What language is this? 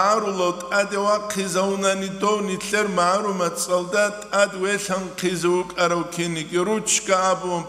Avaric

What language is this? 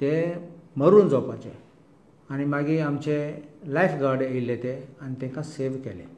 Konkani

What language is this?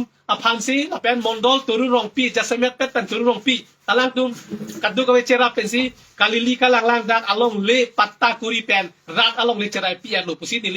Karbi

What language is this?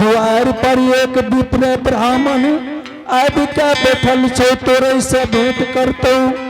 Angika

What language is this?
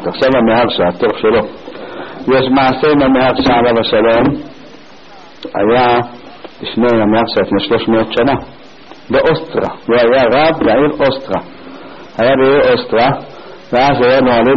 Hebrew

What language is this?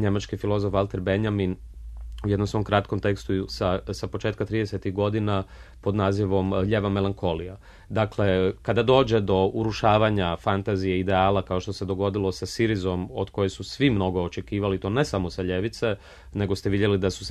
Croatian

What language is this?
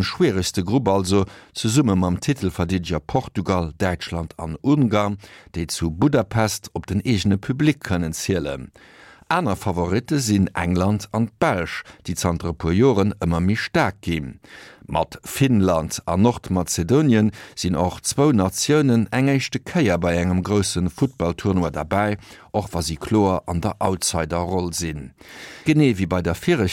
Luxembourgish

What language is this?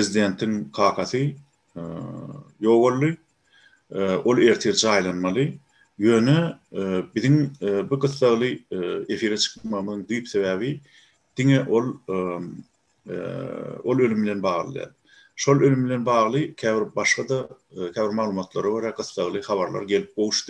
Turkmen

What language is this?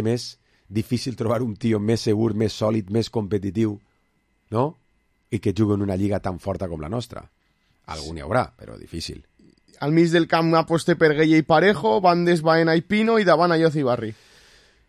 Catalan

